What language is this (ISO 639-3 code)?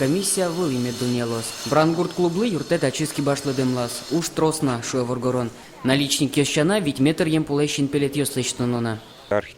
udm